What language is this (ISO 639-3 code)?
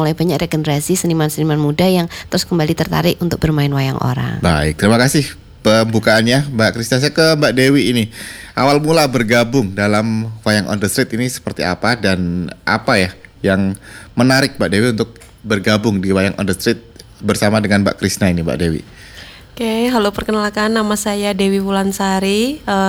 ind